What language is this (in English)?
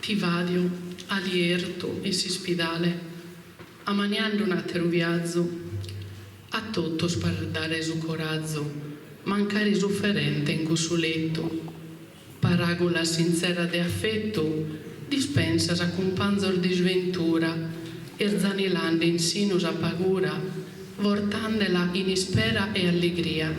Sardinian